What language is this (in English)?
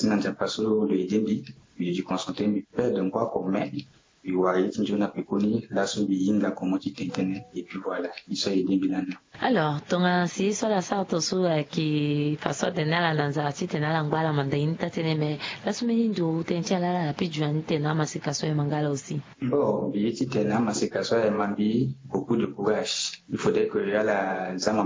Sango